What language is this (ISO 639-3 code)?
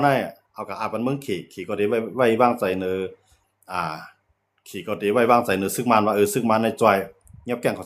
shn